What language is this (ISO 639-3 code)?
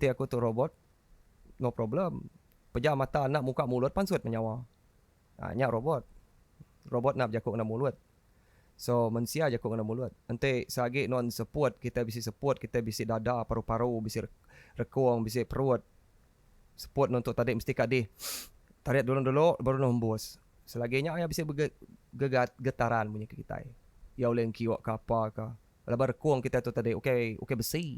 iba